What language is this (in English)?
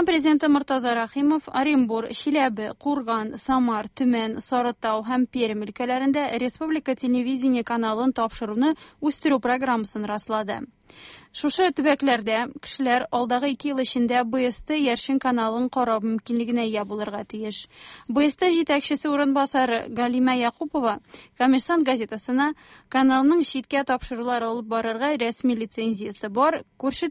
Tatar